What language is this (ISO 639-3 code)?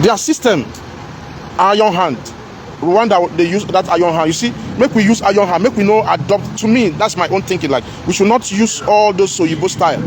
pcm